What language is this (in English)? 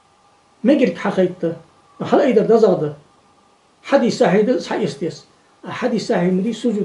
Ingush